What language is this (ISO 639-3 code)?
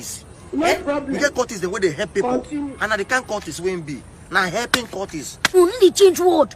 pcm